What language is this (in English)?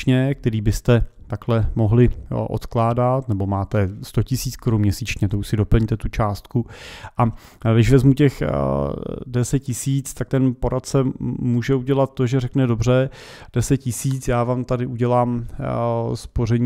Czech